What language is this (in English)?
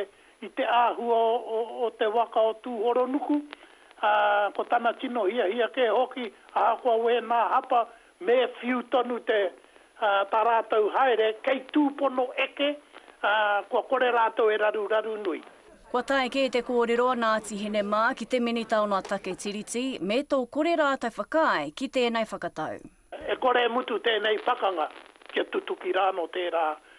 Māori